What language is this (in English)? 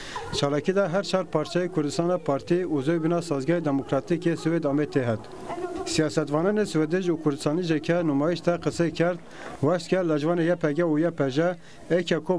Zaza